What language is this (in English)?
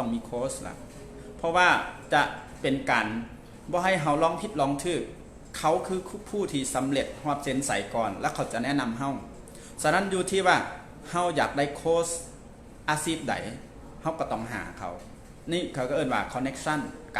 Lao